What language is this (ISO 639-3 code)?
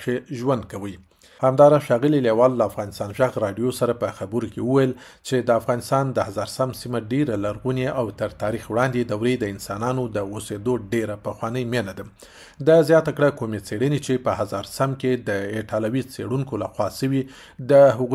pus